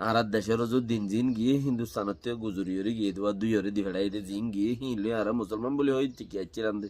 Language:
Rohingya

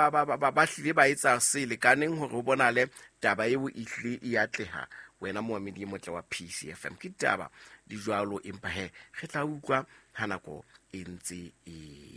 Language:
Southern Sotho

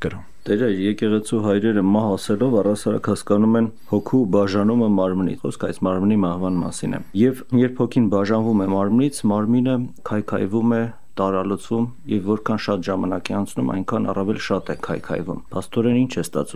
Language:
Armenian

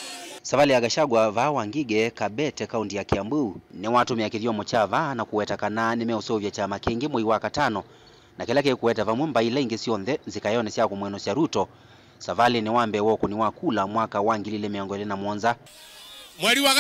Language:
Kamba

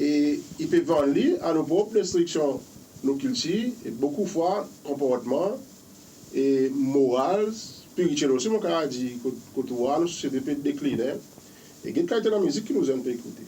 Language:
Seselwa Creole French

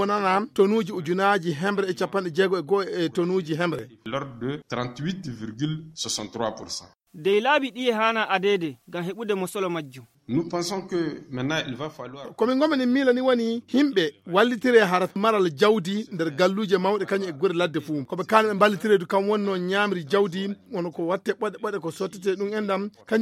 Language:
Fula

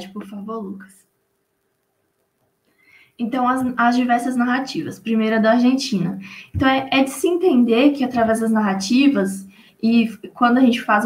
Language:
Portuguese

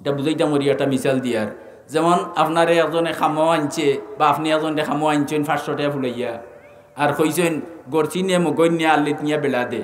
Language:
Sylheti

